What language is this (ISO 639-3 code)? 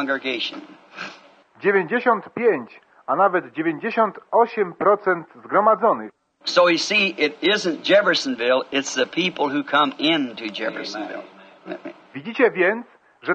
pol